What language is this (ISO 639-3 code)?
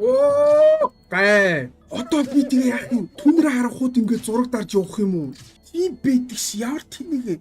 mon